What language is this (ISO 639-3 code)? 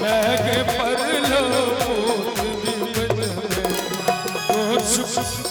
mai